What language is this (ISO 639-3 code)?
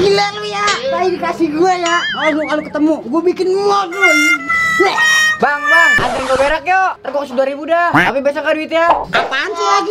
bew